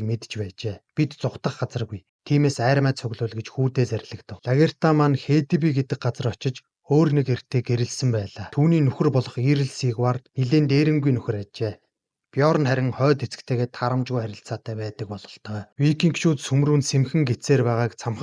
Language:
Mongolian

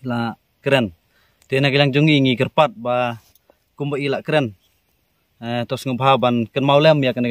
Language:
Khasi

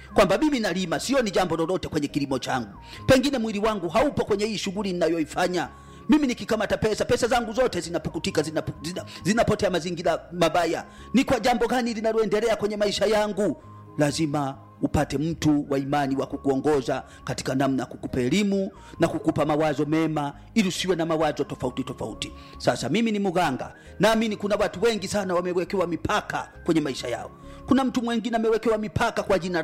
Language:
Swahili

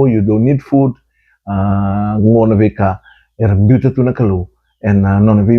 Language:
Fijian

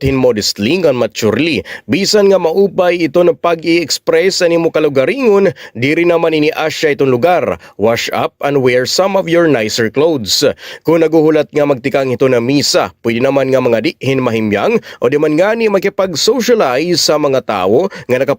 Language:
Waray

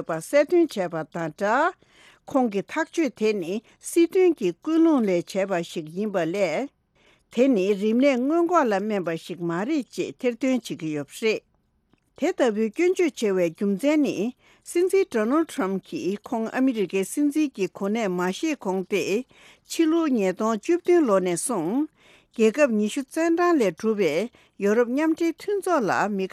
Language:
Tibetan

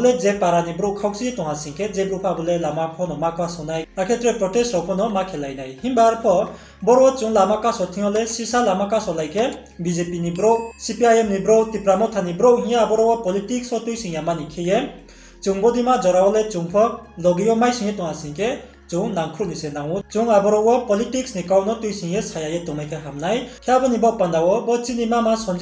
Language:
Riang (India)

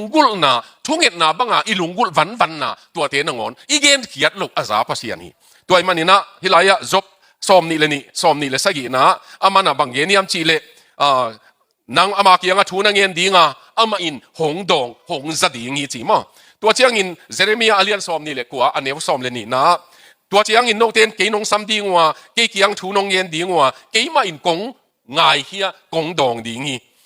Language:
Tedim Chin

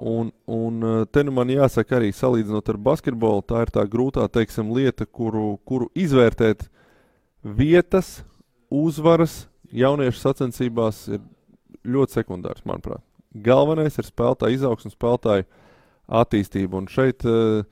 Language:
Latvian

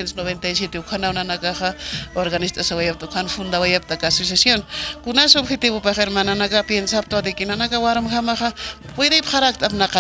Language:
Aymara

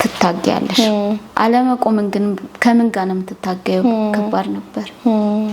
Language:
Amharic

